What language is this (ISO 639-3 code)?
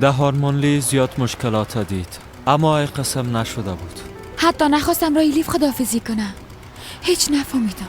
fas